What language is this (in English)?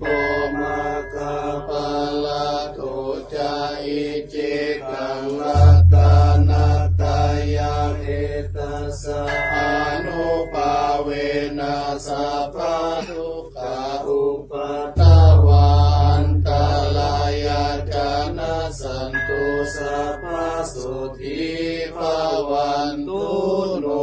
Pali